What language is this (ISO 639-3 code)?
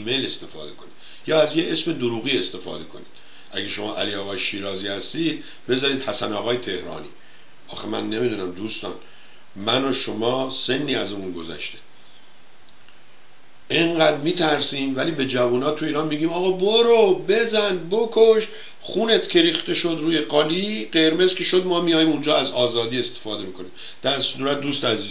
fas